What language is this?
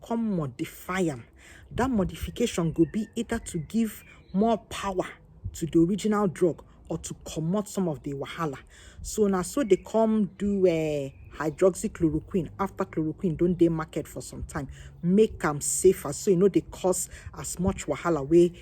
Nigerian Pidgin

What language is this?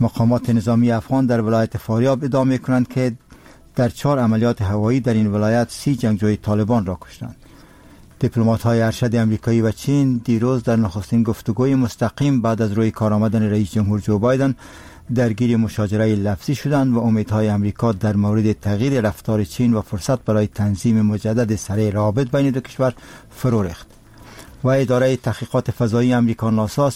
Persian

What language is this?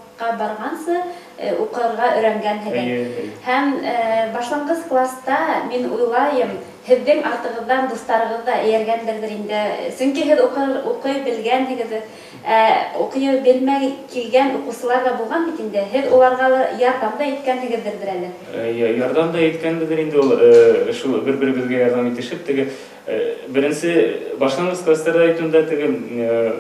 Bashkir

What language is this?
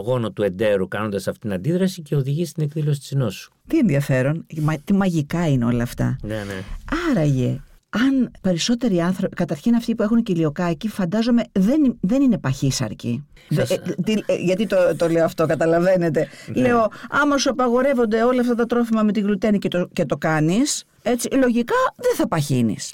Greek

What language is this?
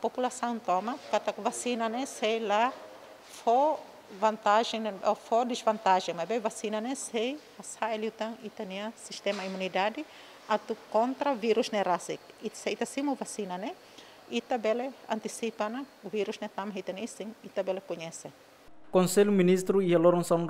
Tetum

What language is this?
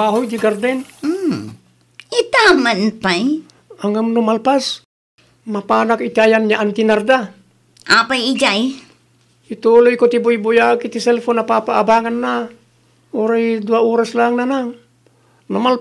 Iloko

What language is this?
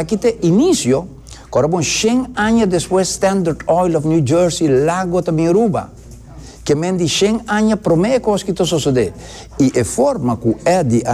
Papiamento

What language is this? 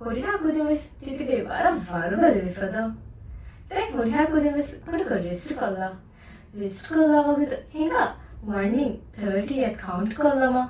Divehi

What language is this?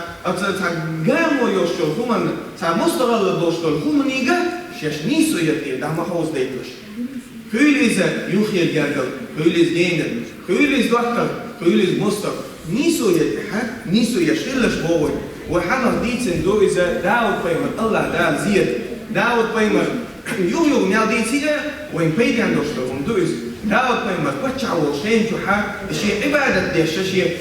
Chechen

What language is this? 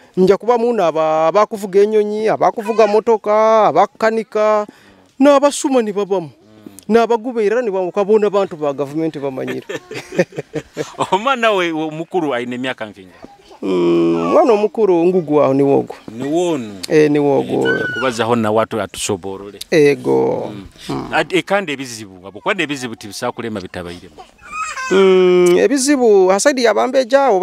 Nyoro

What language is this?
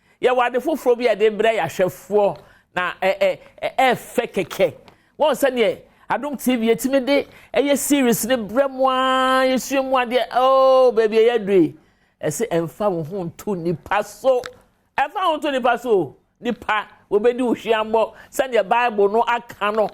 Akan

